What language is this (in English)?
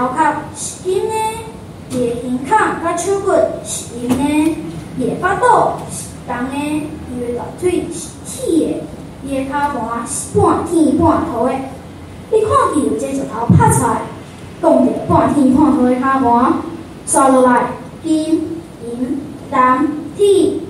Min Nan Chinese